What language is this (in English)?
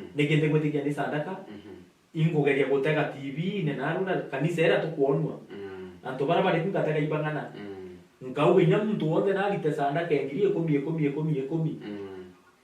Meru